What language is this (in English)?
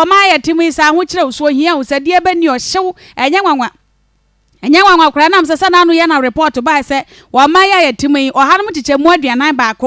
Akan